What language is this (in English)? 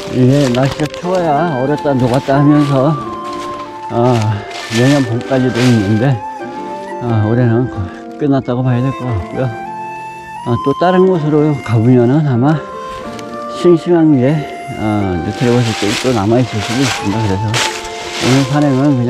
Korean